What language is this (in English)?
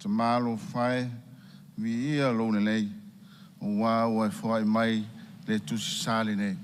Samoan